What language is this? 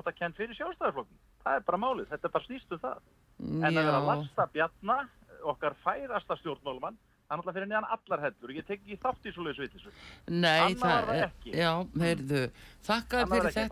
Icelandic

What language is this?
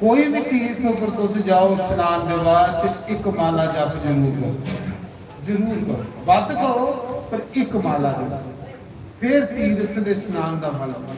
Dogri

